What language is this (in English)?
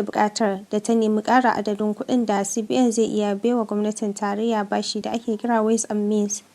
Hausa